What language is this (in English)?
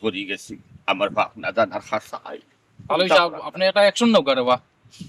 Sylheti